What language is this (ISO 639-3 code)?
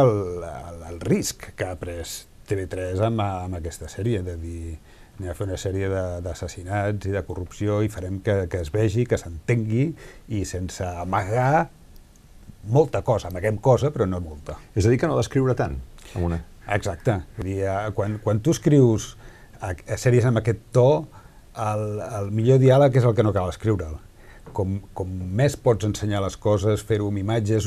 cat